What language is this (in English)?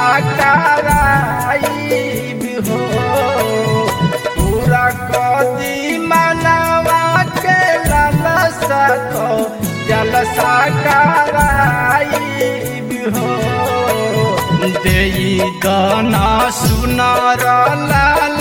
Bhojpuri